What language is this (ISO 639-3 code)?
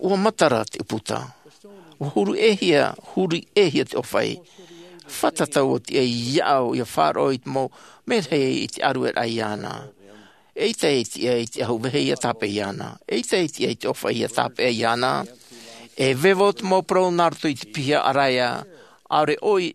tah